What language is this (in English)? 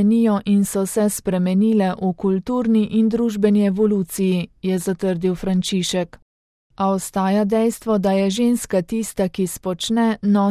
Slovenian